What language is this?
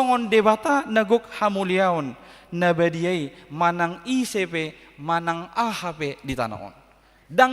Batak Toba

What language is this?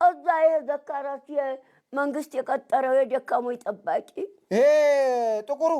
Amharic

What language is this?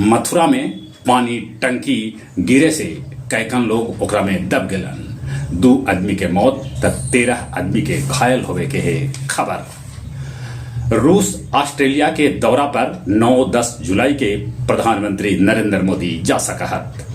Magahi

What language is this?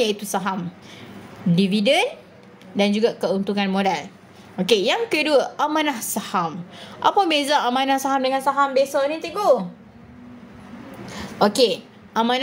Malay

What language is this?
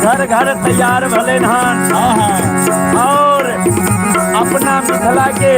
Maithili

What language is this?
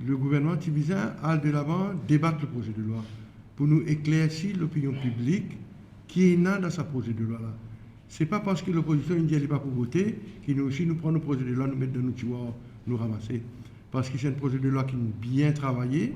Morisyen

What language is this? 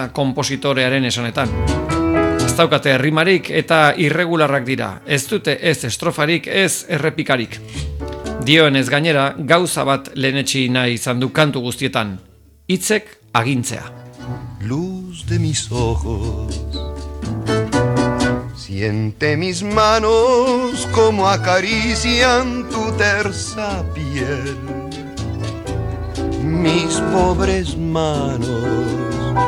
Basque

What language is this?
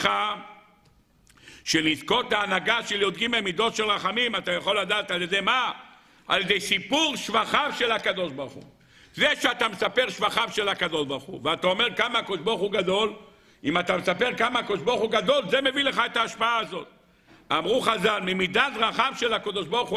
Hebrew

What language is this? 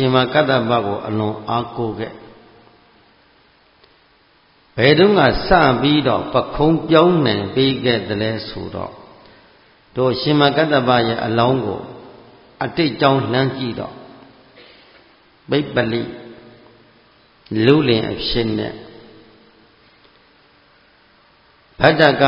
Burmese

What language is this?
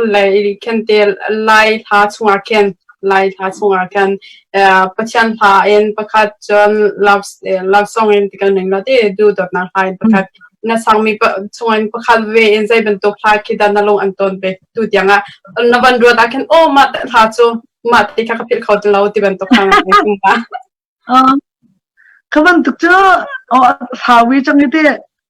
Hakha Chin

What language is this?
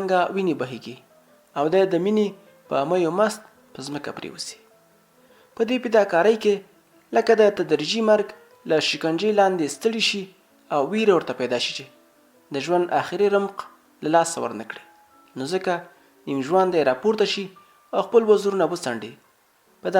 Pashto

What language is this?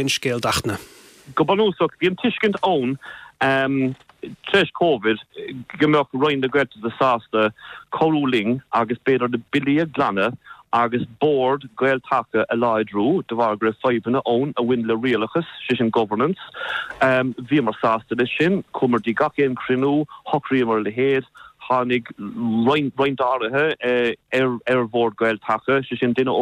Irish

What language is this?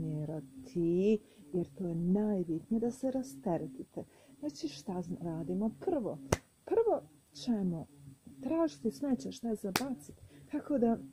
Croatian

